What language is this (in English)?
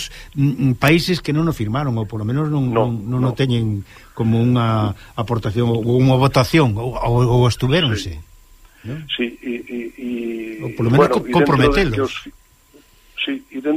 Galician